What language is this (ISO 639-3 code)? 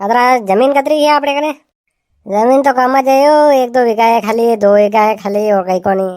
raj